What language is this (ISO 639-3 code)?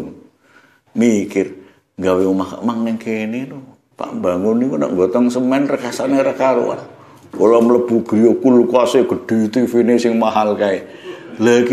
jav